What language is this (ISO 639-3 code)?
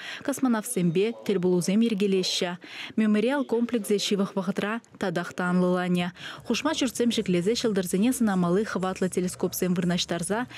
chv